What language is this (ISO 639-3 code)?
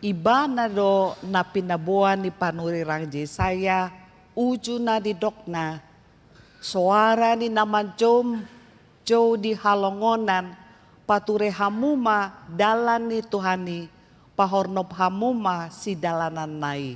bbc